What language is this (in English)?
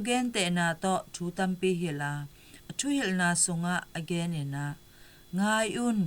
Tedim Chin